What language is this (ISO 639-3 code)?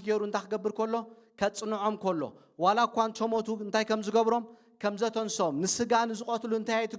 tir